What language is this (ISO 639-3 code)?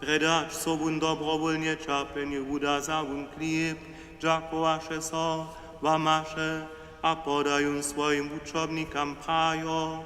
hsb